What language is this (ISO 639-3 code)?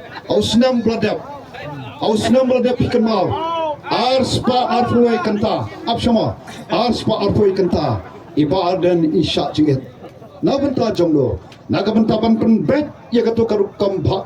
kha